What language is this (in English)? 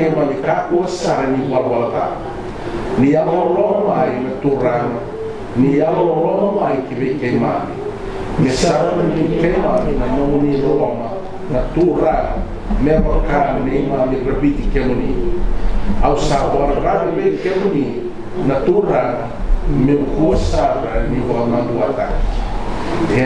Fijian